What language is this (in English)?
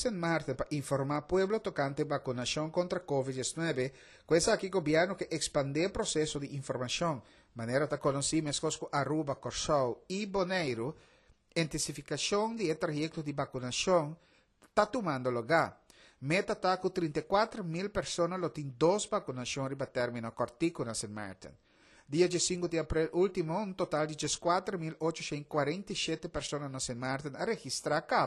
Papiamento